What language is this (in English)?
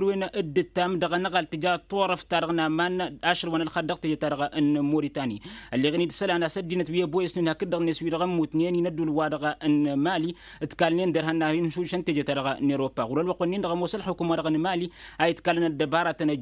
Tamasheq